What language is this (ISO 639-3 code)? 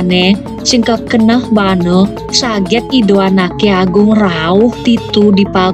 ban